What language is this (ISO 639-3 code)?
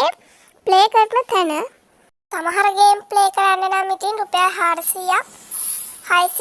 sin